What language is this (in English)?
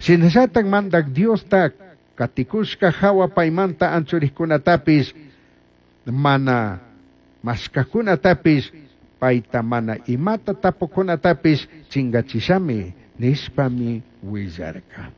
Chimborazo Highland Quichua